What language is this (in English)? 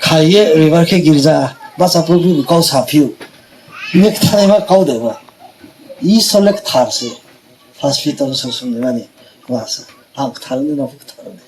Riang (India)